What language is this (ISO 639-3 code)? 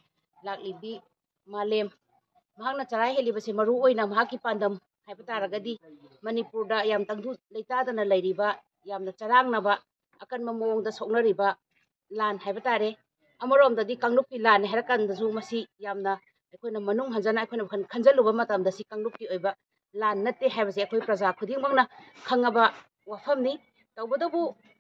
mni